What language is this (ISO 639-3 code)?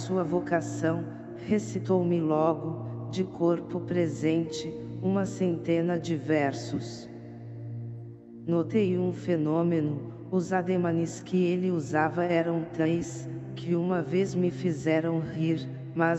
por